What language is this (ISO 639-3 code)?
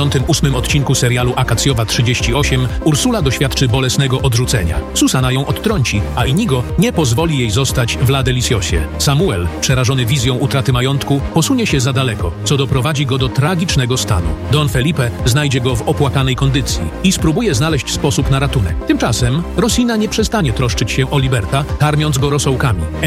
pol